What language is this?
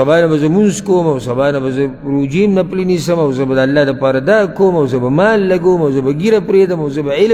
Pashto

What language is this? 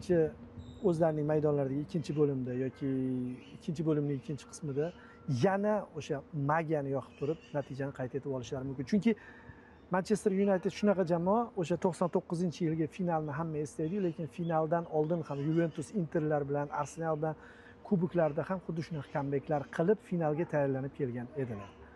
Uzbek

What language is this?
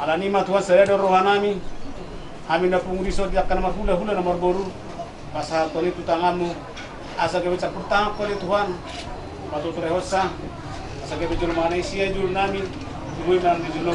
Batak Toba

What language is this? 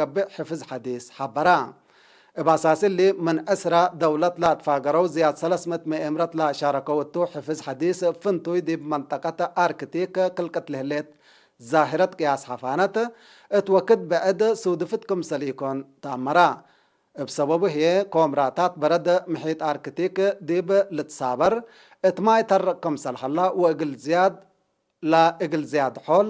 Tigre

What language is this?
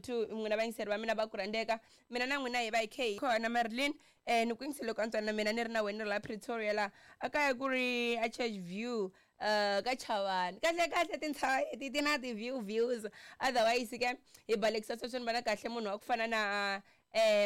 Tsonga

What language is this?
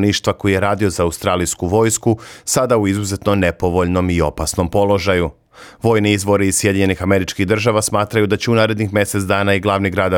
Serbian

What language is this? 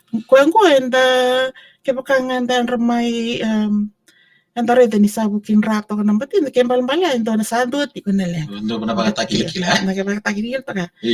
Fijian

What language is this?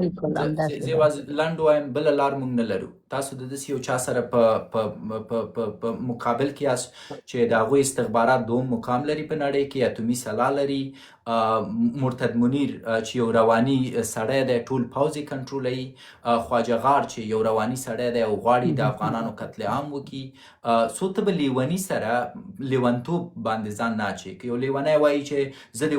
Pashto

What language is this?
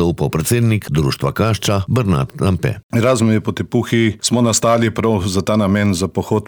Slovenian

